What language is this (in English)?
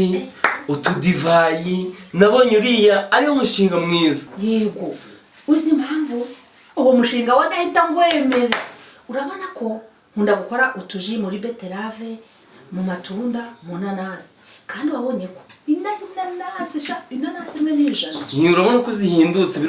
Kinyarwanda